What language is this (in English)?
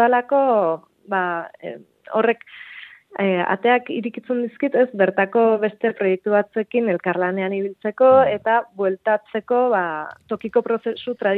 Basque